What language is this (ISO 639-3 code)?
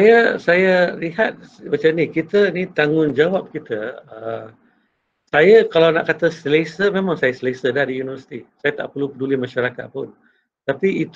msa